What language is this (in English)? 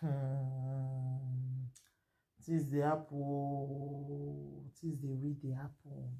Nigerian Pidgin